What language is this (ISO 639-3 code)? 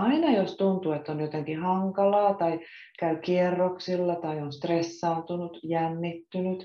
fin